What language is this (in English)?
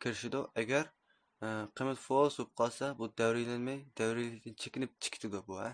Uyghur